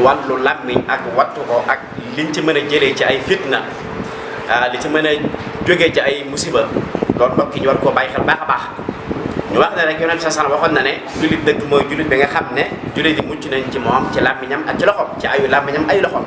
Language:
Wolof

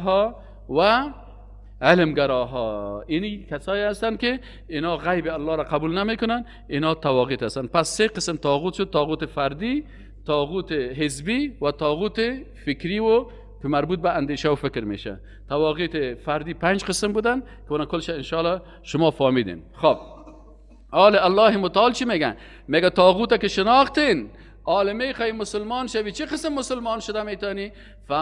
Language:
Persian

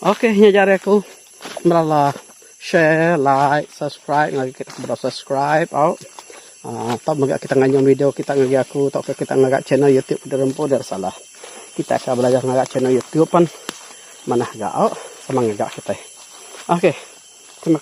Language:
Iban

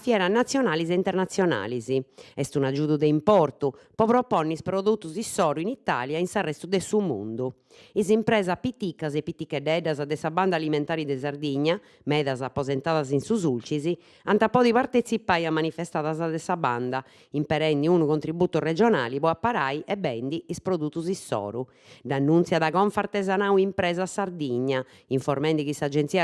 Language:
Sardinian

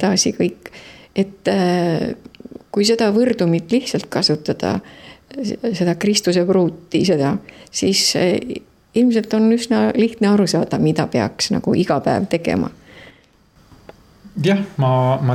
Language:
Estonian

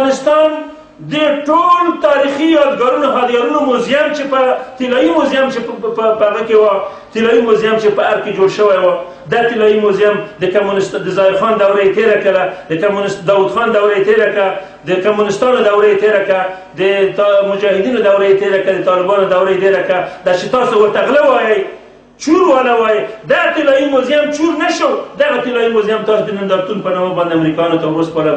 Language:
Pashto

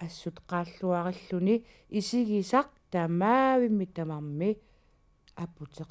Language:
Kalaallisut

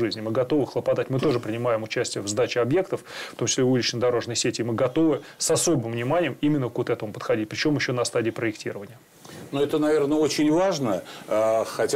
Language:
Russian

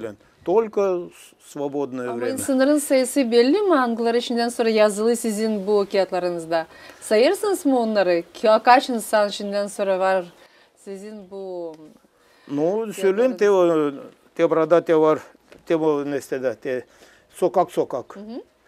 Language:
Gagauz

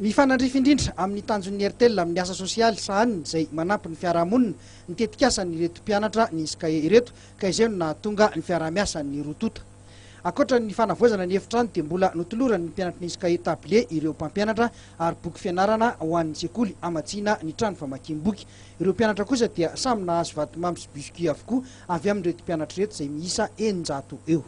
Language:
Malagasy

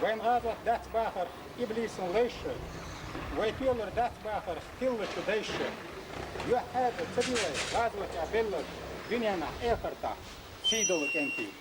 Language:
Chechen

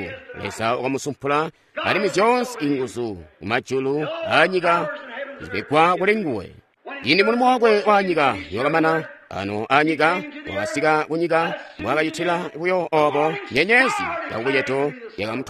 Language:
Tonga (Zambia)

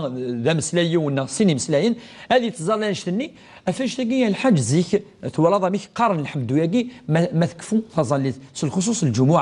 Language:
Kabyle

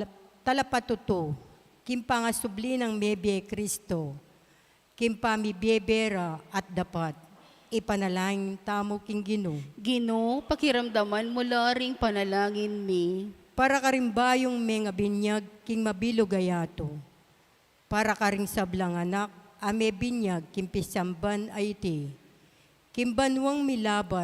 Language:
Pampanga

